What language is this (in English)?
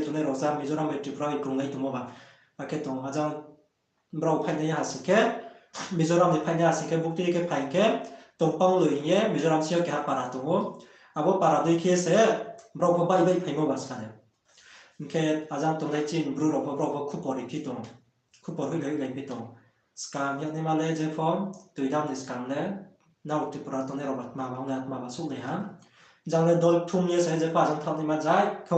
Riang (India)